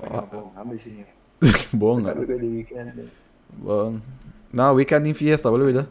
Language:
Papiamento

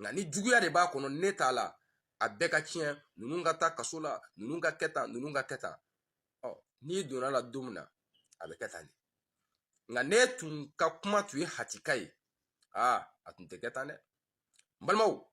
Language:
Bambara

